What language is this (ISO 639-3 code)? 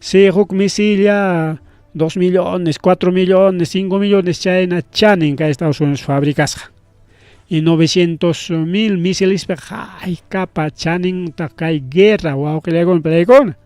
quy